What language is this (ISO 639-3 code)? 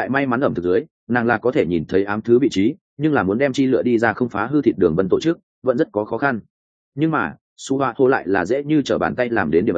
vie